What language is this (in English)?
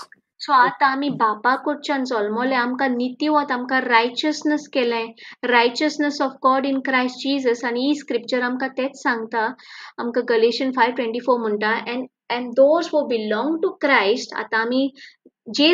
Konkani